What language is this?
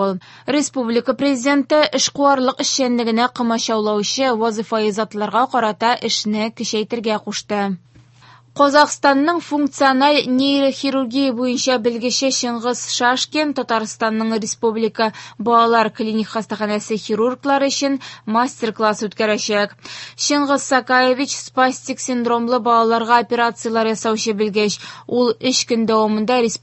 Tatar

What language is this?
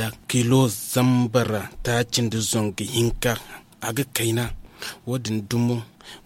Zarma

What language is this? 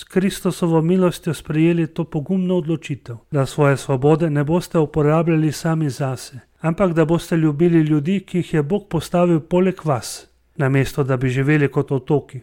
Slovenian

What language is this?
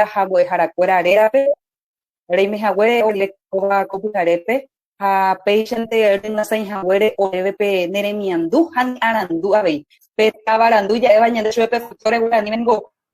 Guarani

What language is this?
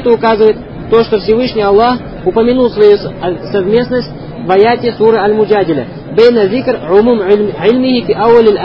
Russian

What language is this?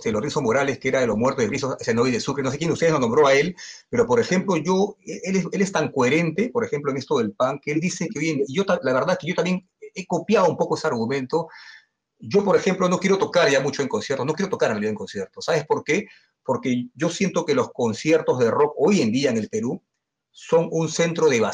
Spanish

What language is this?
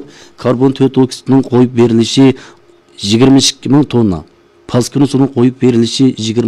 Uyghur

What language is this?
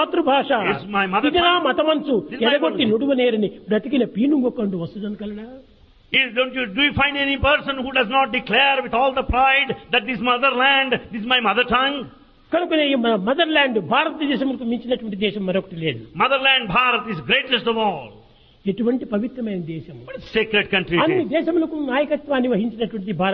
Telugu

